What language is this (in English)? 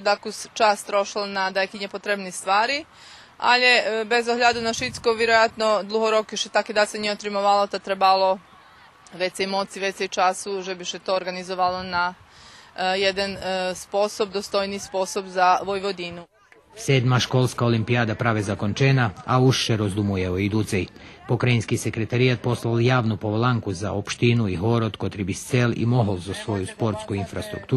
Rusyn